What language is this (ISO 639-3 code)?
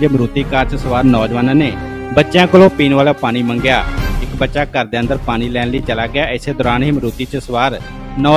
pan